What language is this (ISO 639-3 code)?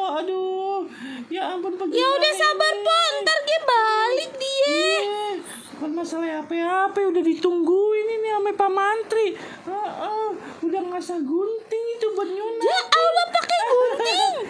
bew